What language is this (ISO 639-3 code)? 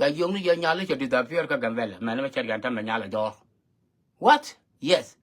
nus